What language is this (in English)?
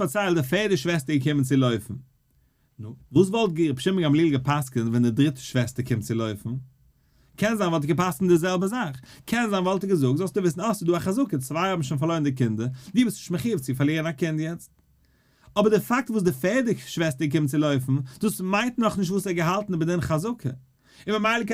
Yiddish